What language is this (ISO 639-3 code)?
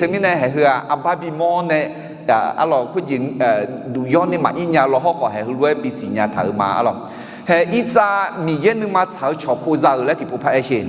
ahk